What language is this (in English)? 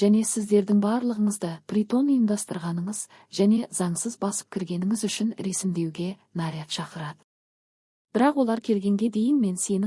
Kazakh